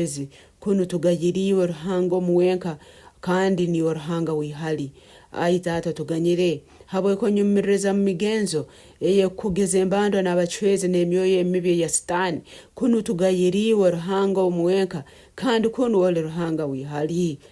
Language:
Nyoro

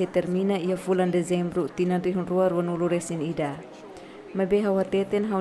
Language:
Tetum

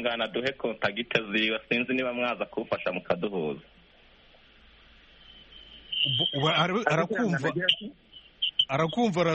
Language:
Kinyarwanda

